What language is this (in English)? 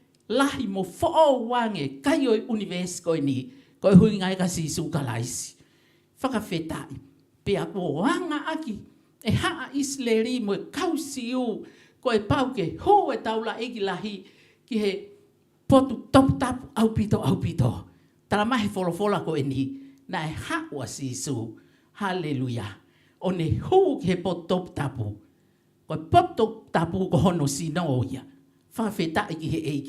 Tongan